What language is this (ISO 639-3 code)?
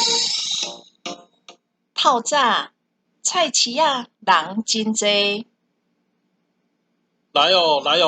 nan